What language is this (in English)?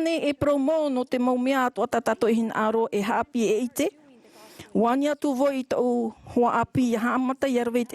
Tahitian